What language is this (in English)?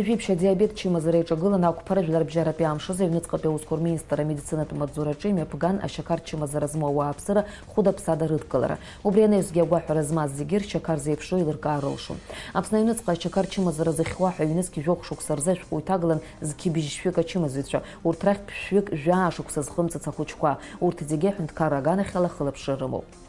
Abkhazian